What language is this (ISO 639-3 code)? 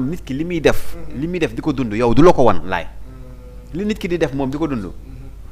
wol